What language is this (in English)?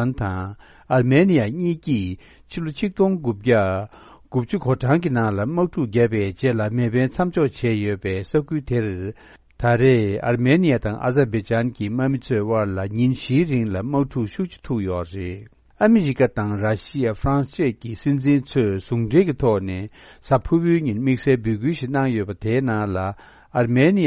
Tibetan